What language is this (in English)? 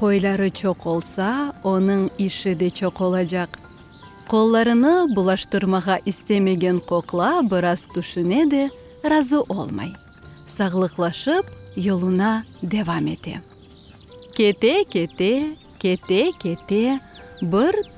Crimean Tatar